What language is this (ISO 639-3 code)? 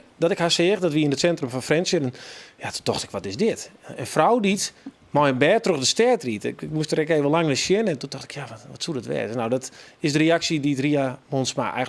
fry